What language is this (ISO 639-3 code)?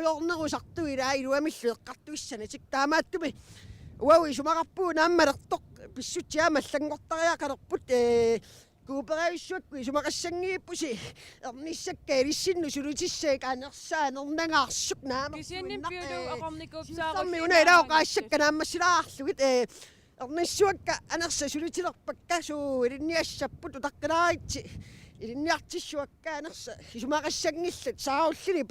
kal